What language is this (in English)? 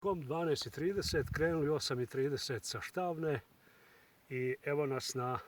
Bosnian